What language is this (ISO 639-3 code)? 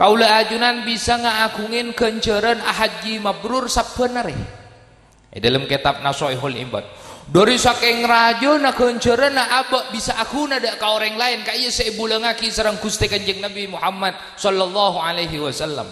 mad